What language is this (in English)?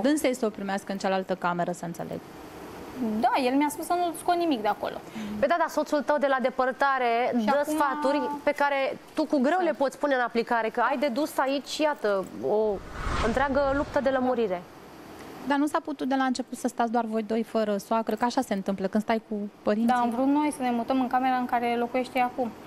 Romanian